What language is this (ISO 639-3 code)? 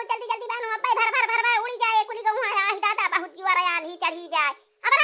awa